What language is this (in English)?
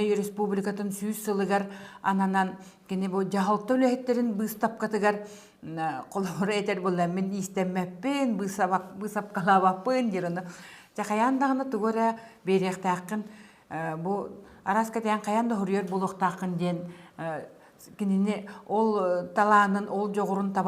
Yakut